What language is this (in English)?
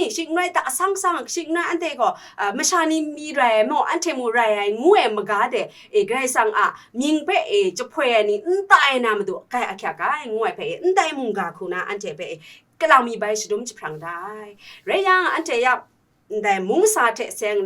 Kachin